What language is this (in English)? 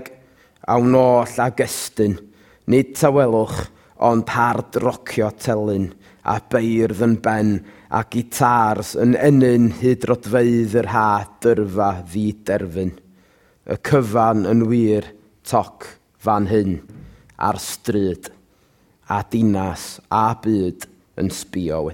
Welsh